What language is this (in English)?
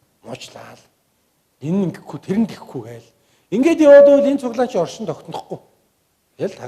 Mongolian